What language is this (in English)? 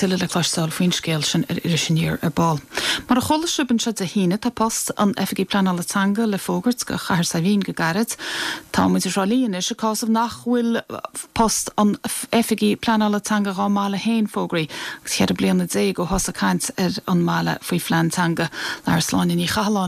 Irish